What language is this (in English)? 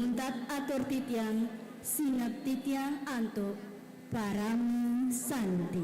Balinese